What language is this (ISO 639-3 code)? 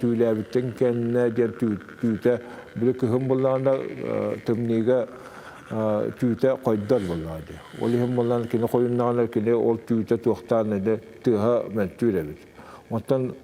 sah